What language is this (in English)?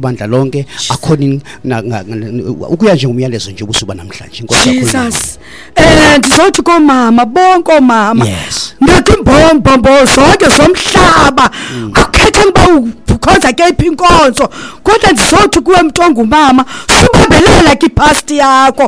Xhosa